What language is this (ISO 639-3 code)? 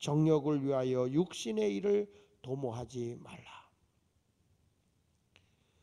kor